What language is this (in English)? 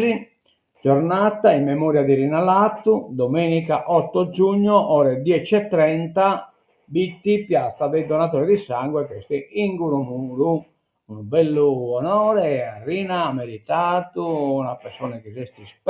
Sardinian